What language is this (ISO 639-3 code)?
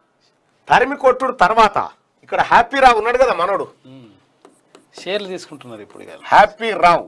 tel